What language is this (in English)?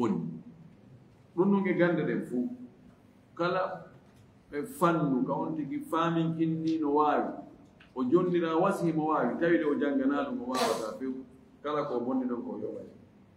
Fula